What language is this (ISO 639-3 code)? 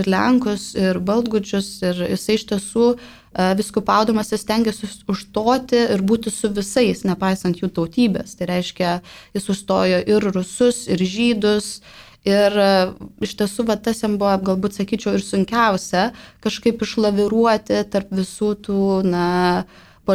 lit